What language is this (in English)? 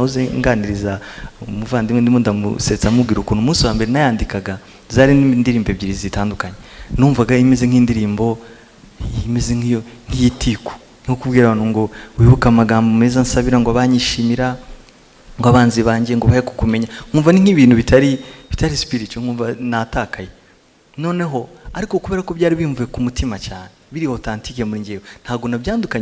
Kinyarwanda